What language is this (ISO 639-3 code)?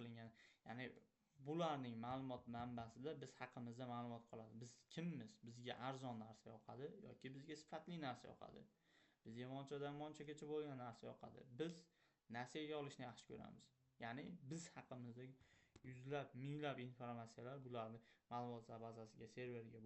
uzb